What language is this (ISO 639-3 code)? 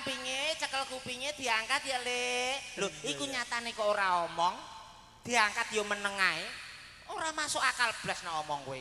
jav